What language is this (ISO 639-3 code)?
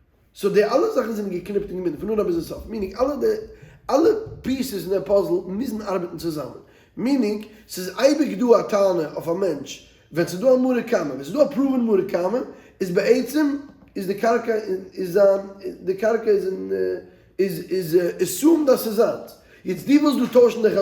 yid